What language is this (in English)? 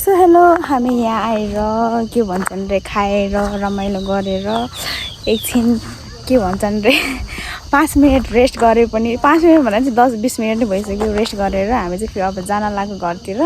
Nepali